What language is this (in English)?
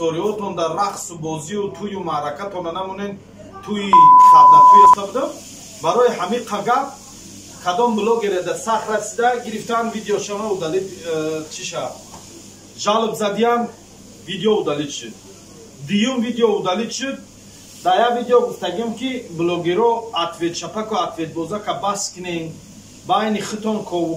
Tajik